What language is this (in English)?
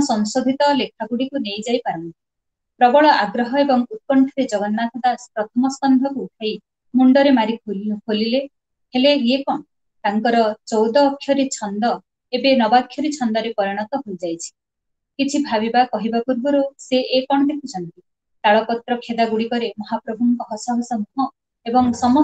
Odia